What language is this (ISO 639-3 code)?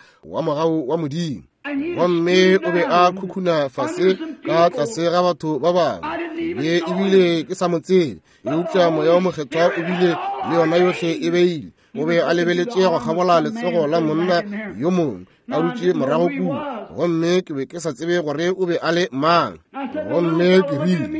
nso